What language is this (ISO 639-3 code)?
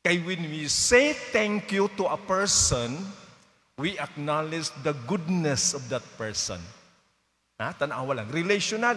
ceb